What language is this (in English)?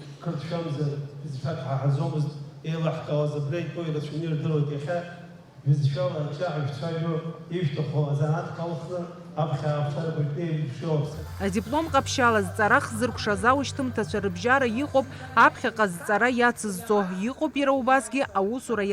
Abkhazian